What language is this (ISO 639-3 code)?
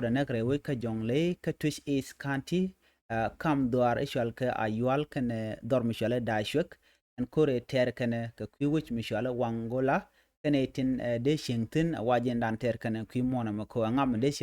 nus